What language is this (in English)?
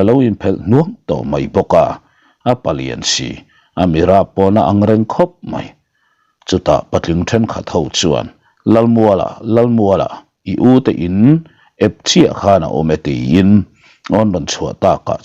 Mizo